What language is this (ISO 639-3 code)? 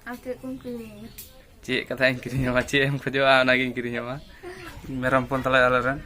sat